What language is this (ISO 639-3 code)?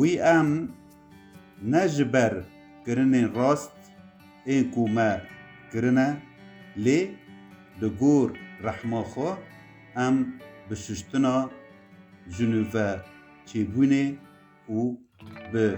kur